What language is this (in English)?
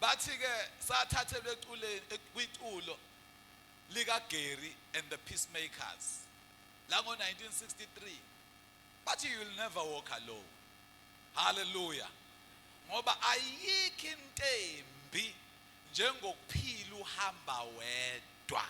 Zulu